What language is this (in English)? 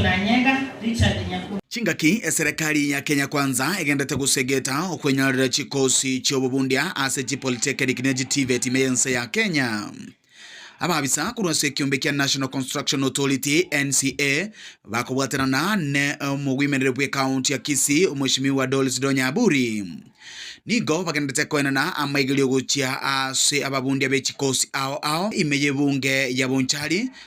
Gusii